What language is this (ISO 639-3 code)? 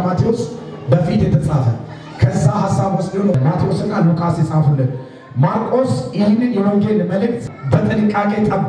amh